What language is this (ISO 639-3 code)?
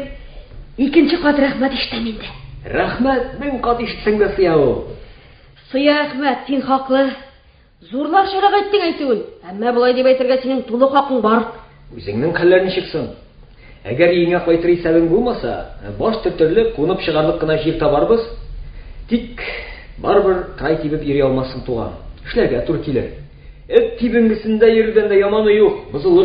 tat